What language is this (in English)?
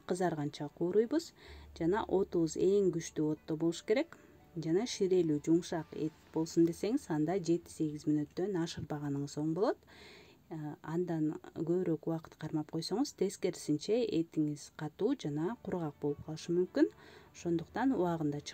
Kyrgyz